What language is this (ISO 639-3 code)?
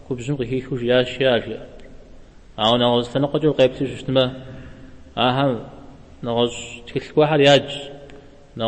kbd